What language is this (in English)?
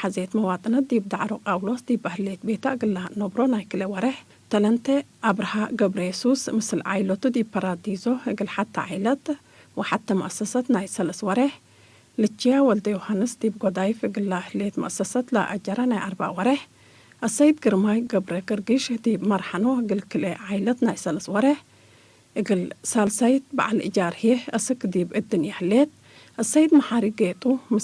Tigre